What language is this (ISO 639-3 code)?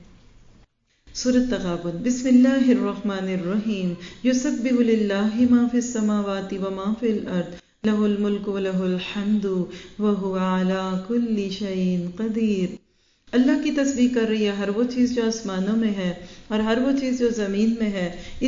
urd